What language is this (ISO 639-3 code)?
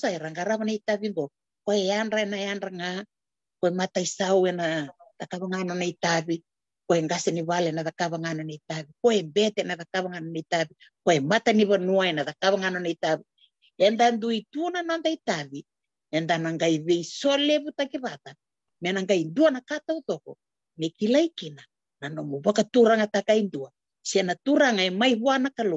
fij